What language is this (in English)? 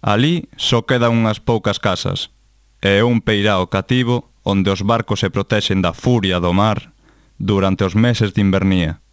Galician